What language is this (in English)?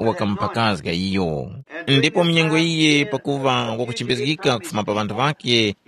Tumbuka